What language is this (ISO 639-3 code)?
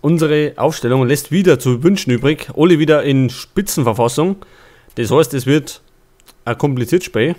bar